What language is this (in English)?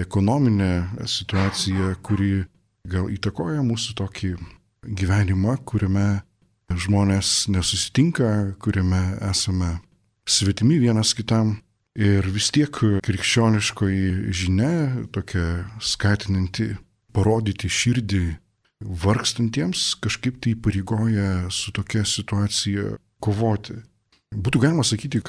Lithuanian